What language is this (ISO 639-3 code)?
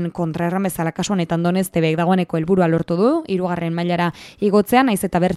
eus